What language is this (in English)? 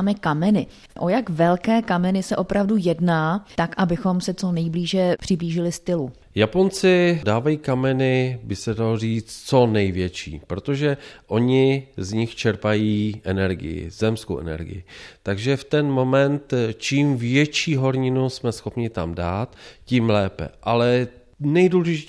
Czech